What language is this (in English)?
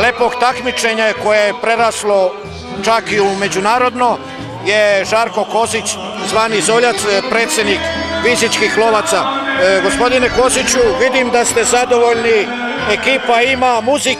Serbian